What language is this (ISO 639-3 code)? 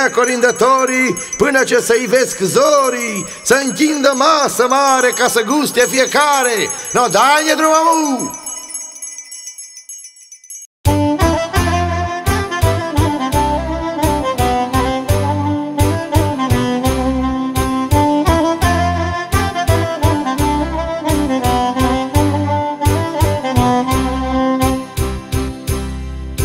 ron